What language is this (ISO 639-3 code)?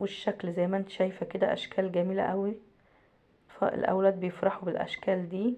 arz